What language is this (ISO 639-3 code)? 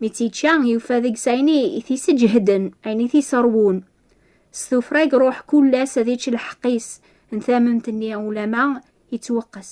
kab